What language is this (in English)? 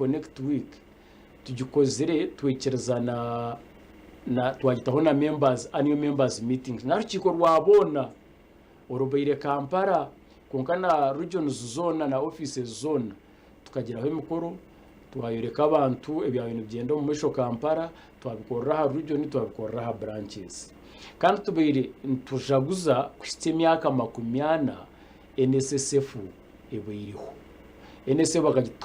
Nyankole